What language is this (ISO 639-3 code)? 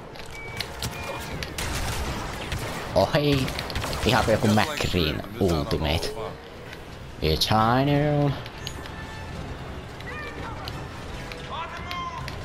fin